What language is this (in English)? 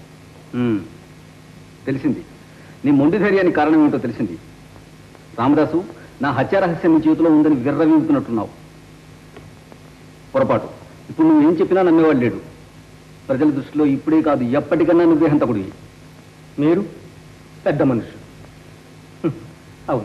Telugu